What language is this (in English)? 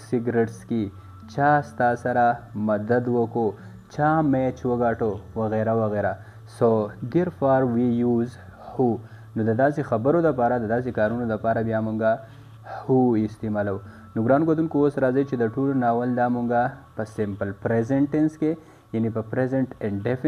Pashto